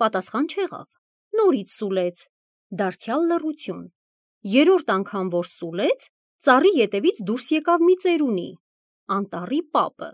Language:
Armenian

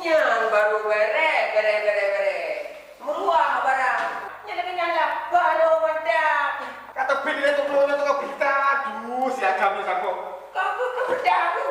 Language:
Achinese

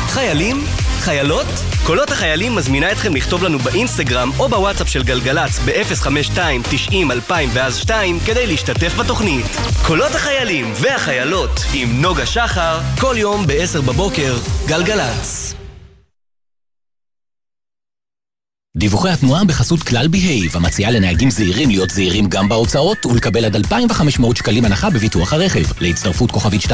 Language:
Hebrew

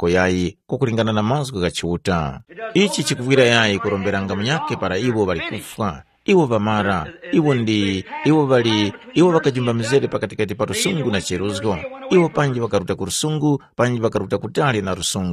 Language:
Tumbuka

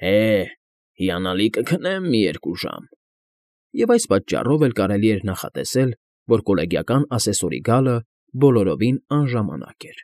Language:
Armenian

